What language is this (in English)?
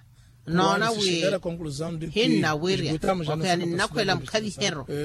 Makhuwa